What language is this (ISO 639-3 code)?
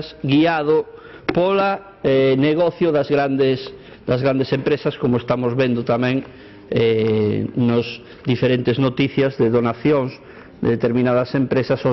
glg